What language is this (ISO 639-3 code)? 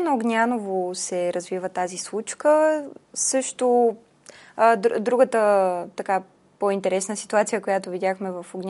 bul